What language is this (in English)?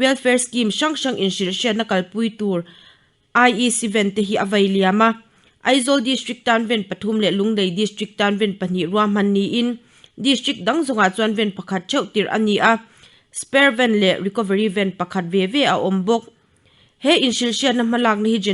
Mizo